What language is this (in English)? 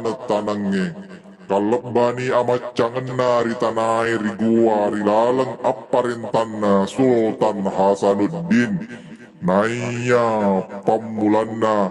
Buginese